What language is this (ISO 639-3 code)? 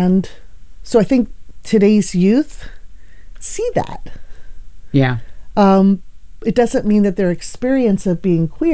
eng